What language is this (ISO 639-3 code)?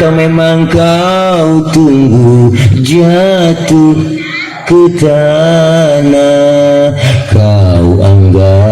bew